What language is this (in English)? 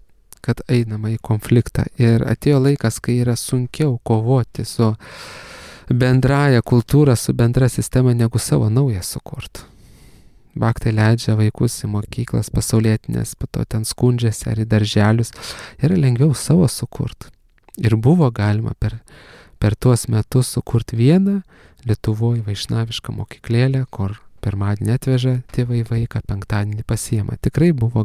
Lithuanian